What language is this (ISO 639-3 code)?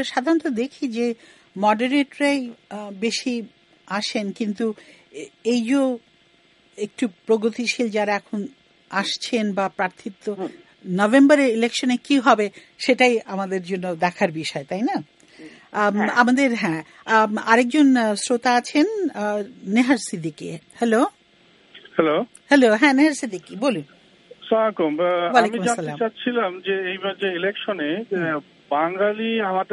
ben